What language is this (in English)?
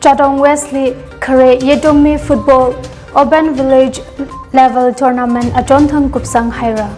Tangkhul Naga (India)